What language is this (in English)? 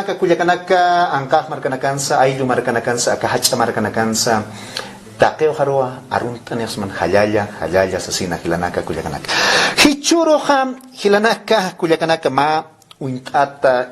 Aymara